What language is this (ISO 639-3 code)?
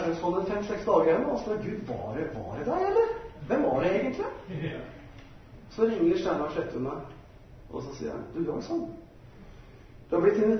nor